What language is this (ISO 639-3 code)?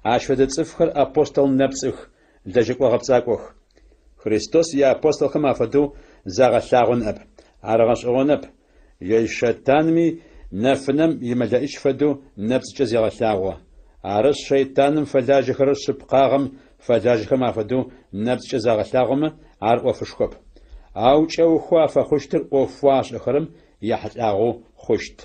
ady